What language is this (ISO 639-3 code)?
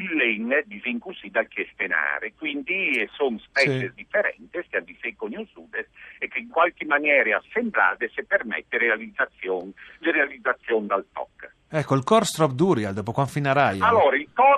fur